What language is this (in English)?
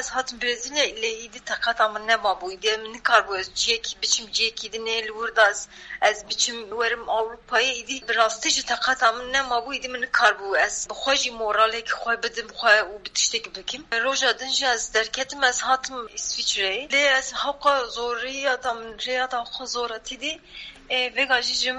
Kurdish